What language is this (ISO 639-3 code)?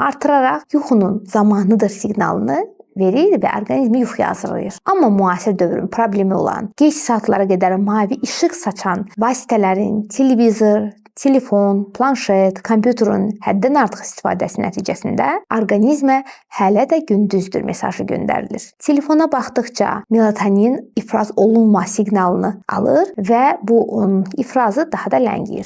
aze